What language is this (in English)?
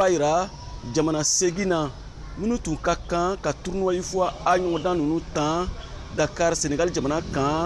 Bambara